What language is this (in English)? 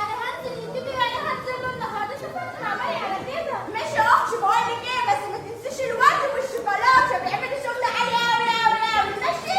Egyptian Arabic